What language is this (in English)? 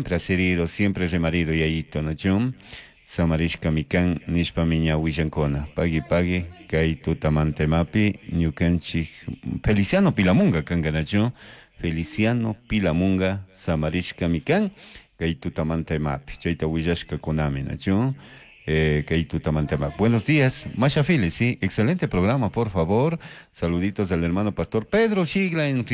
Chimborazo Highland Quichua